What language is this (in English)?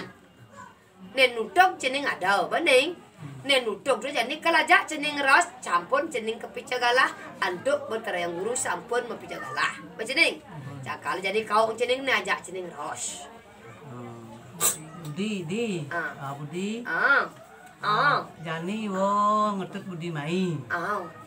Balinese